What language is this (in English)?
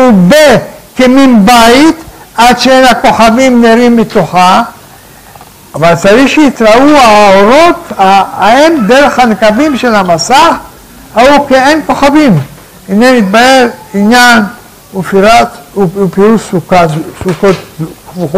Hebrew